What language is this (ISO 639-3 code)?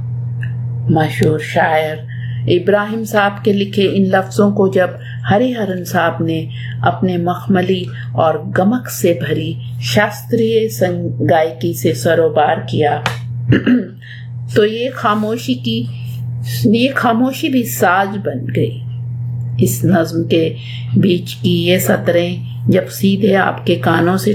urd